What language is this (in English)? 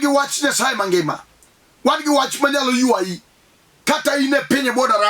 Luo (Kenya and Tanzania)